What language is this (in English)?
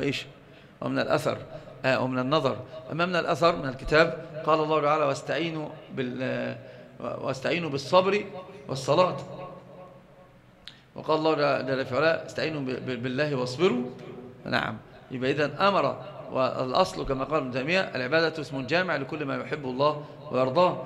Arabic